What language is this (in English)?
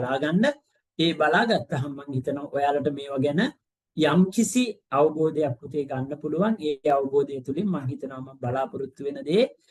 Sinhala